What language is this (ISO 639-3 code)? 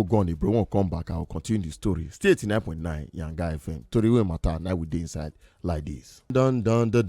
pcm